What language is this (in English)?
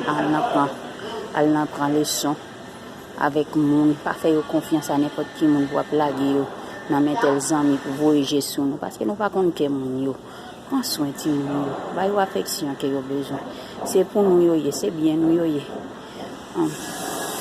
Haitian Creole